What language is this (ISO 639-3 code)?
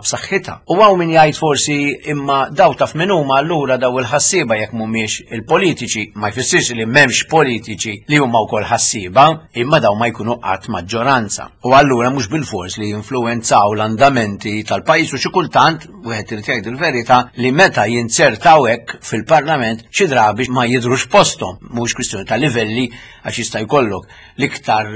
mlt